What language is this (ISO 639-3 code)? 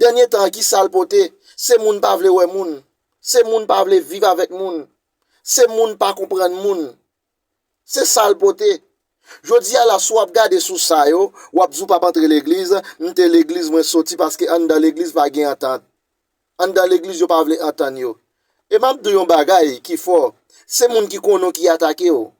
hat